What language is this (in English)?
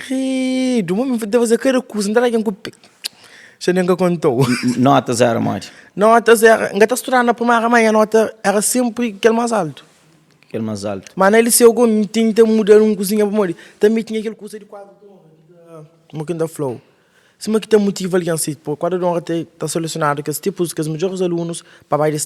Kabuverdianu